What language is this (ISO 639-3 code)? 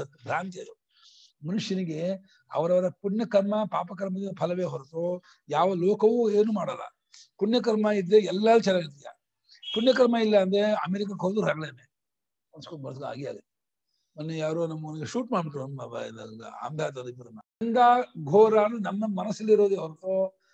kan